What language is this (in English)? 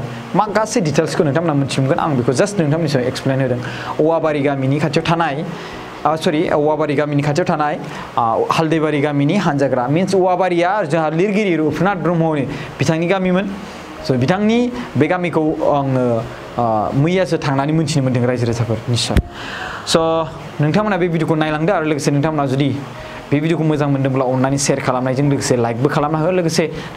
Bodo